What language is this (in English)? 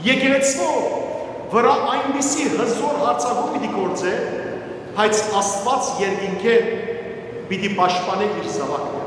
Western Armenian